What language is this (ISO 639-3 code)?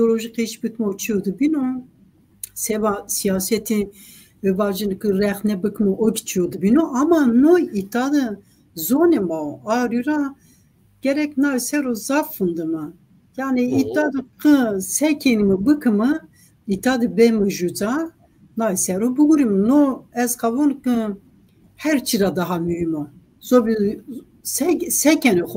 zza